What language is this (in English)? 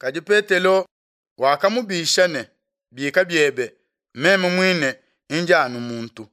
Luba-Lulua